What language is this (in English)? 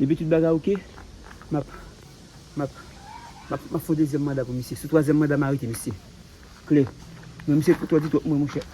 Haitian Creole